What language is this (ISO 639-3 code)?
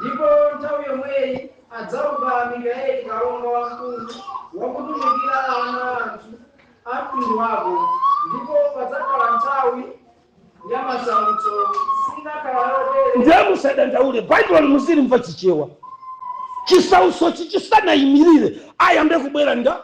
nya